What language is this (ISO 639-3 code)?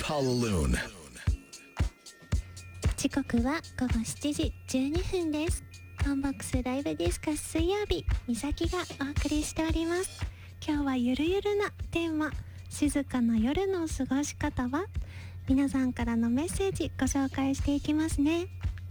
jpn